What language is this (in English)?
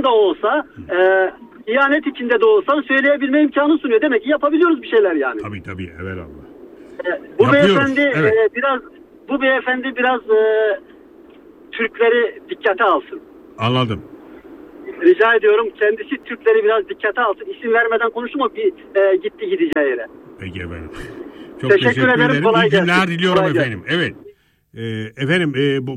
Turkish